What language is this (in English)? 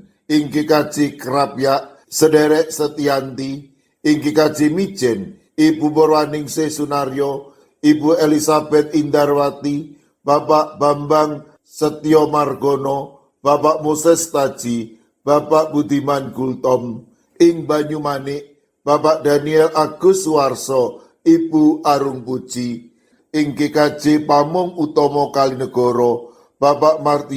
Javanese